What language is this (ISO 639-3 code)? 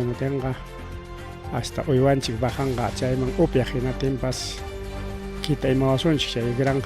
quy